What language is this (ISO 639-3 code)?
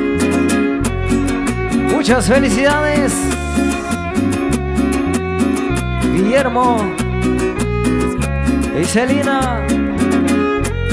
spa